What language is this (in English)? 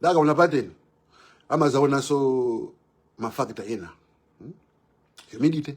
Nyanja